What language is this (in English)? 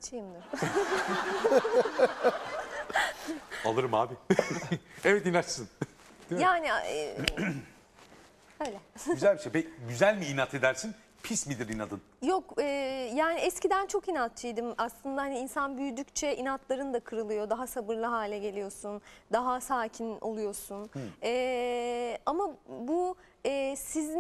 Turkish